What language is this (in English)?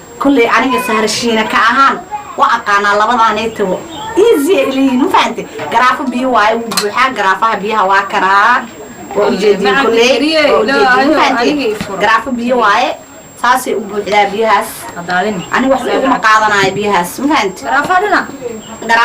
Somali